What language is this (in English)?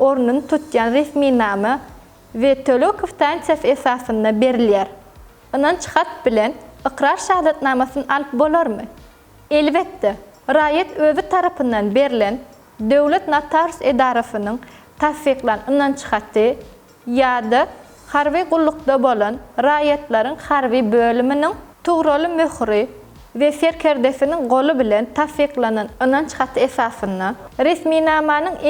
Turkmen